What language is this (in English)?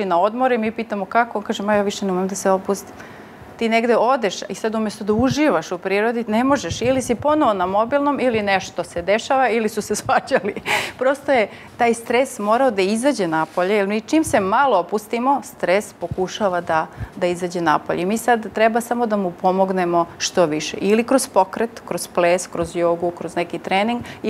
Serbian